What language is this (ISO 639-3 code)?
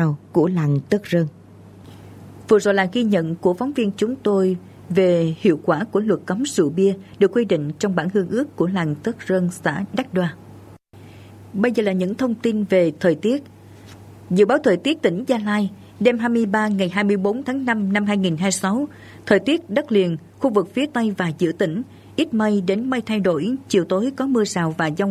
vie